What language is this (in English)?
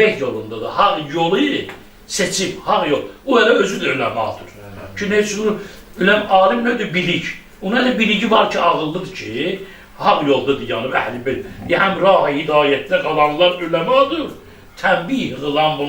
Azerbaijani